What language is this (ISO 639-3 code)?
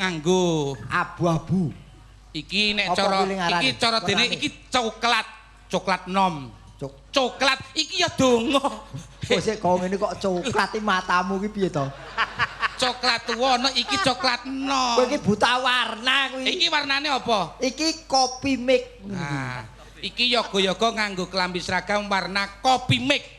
jav